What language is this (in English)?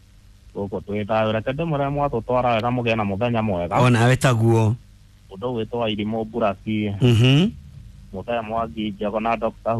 Kikuyu